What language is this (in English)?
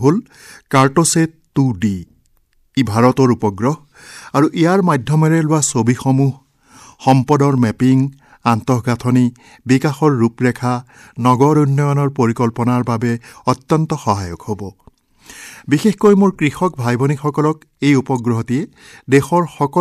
Assamese